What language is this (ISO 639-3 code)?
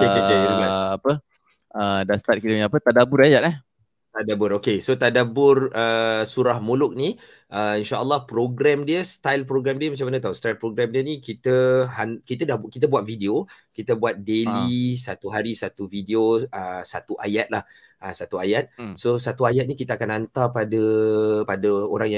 msa